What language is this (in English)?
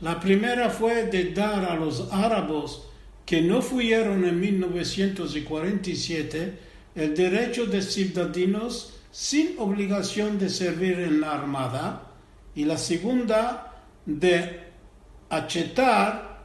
Ladino